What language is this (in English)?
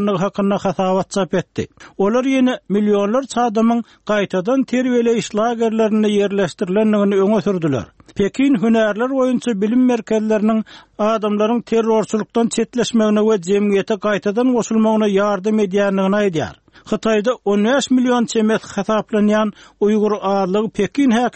Turkmen